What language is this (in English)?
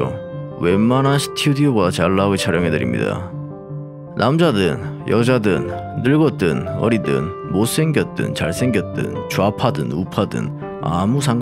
Korean